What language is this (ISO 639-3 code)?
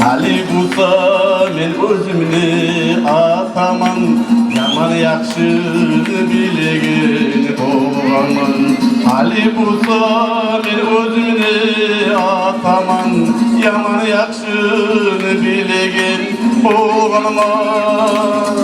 kum